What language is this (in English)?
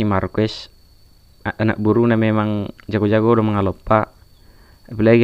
Batak Toba